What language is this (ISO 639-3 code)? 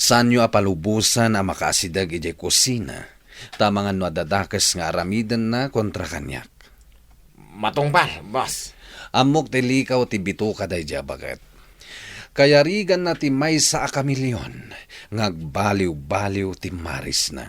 ilo